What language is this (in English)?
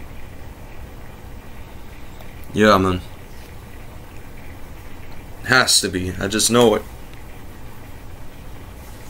English